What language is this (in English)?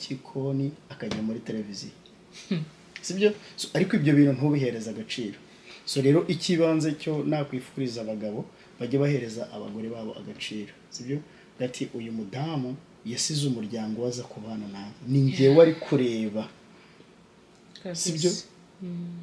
Kinyarwanda